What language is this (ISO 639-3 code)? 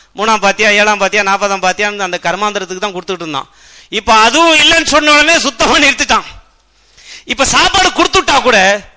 tam